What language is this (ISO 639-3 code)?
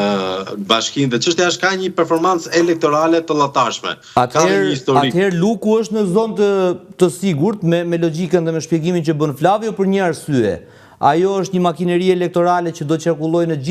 sqi